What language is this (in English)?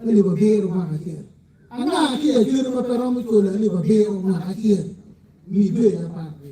Acoli